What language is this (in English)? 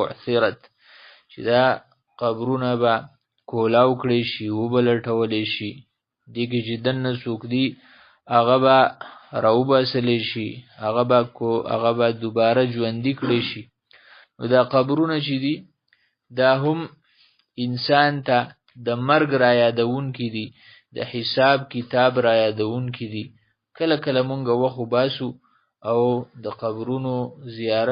Pashto